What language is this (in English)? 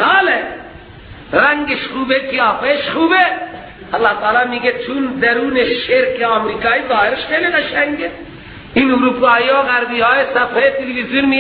Persian